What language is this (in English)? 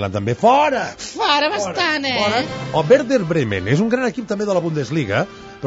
Catalan